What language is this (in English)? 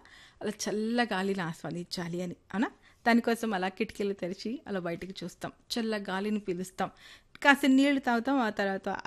Telugu